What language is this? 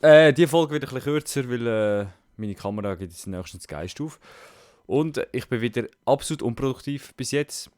Swiss German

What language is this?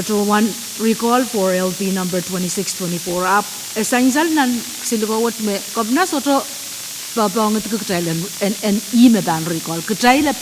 Pohnpeian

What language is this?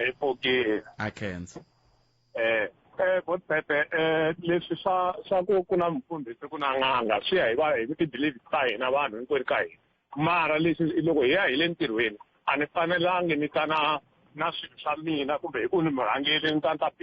Tsonga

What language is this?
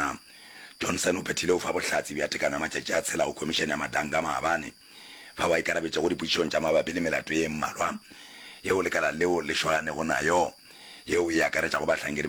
Northern Sotho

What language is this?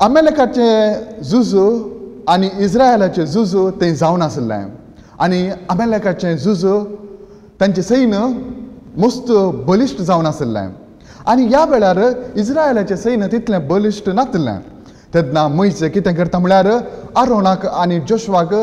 Konkani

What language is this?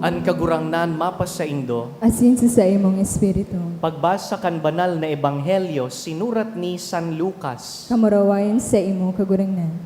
Bikol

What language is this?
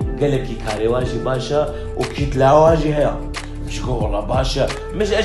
Kurdish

